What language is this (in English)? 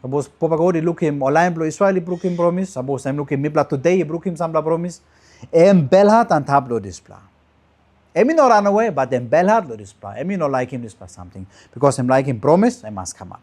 Tok Pisin